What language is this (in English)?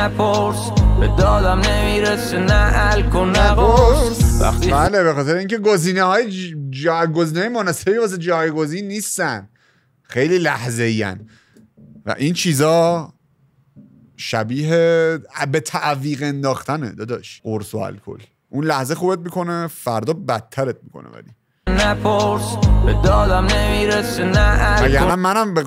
Persian